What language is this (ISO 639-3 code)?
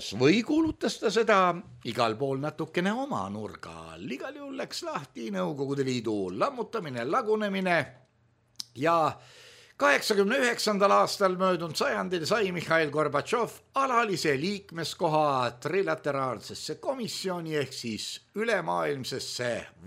est